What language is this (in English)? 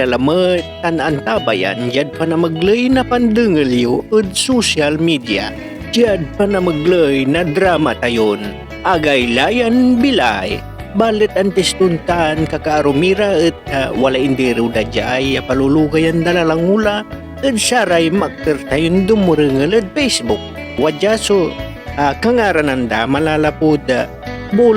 Pangasinan